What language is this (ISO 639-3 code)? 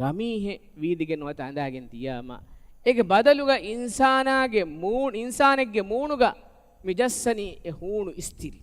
div